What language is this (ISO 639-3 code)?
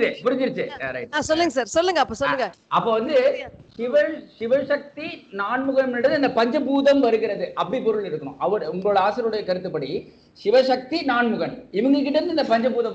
tam